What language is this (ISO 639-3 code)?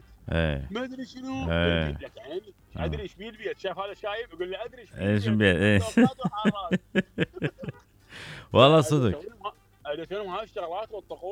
acm